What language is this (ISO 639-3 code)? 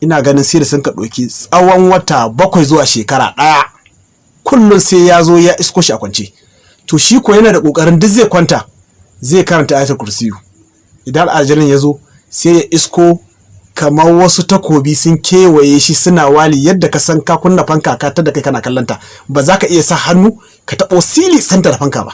hau